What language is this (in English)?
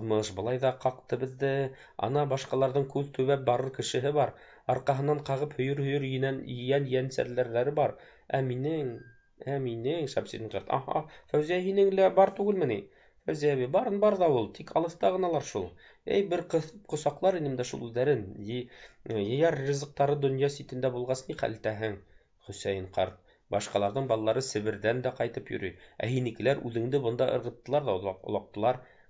Bashkir